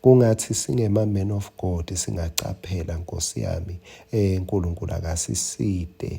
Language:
Swati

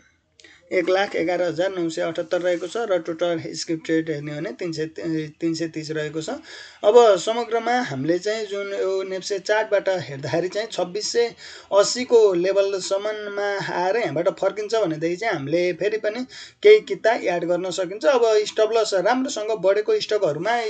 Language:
Nepali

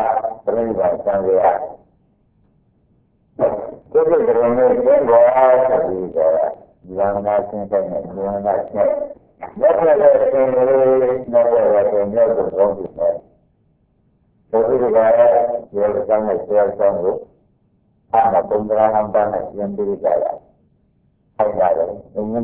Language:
Burmese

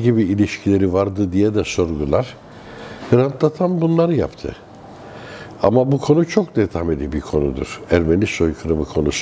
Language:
Turkish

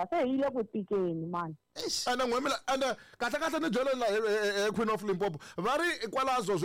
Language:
Tsonga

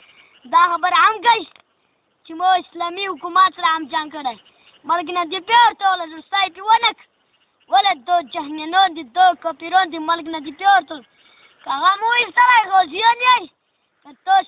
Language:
Pashto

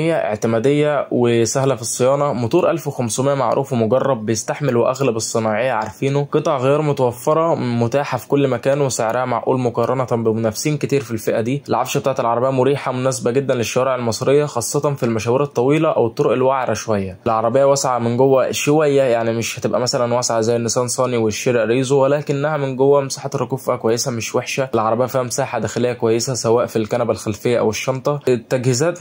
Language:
Egyptian Arabic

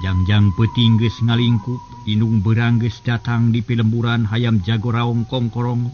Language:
Sundanese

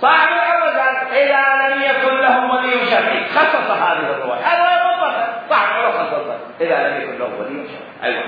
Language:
Mesopotamian Arabic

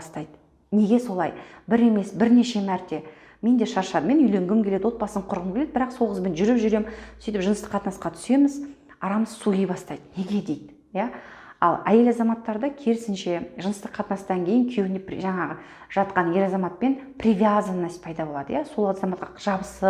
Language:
Kazakh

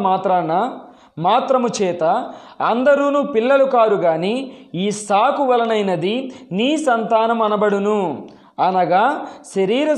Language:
Telugu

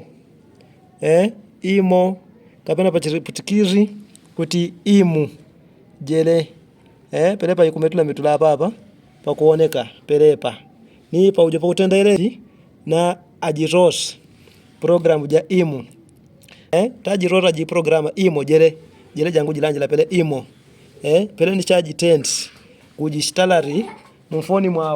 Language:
Yao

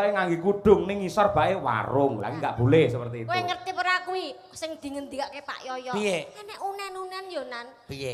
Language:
Javanese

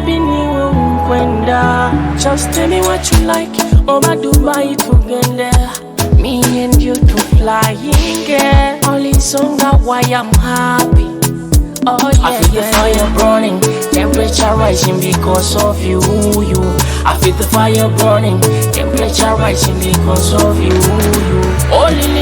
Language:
Nyoro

